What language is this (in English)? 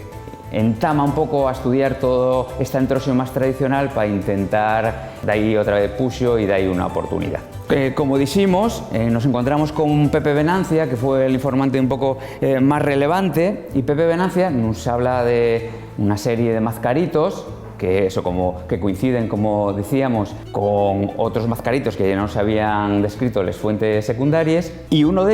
Asturian